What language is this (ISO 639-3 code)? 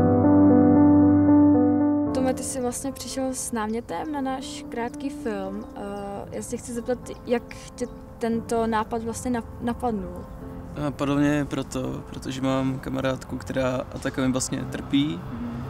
ces